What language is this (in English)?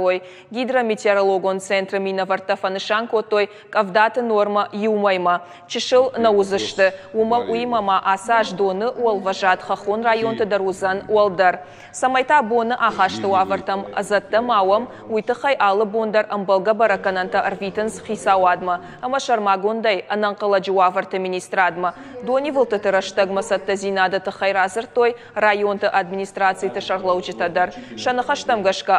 Ossetic